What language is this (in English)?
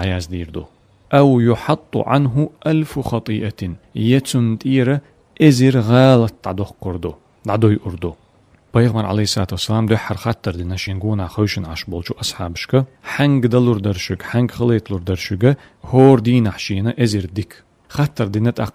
Chechen